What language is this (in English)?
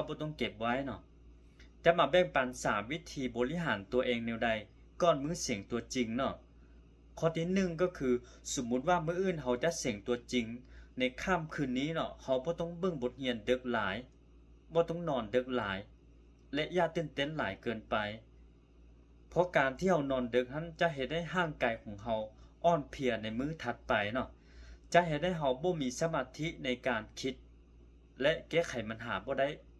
Lao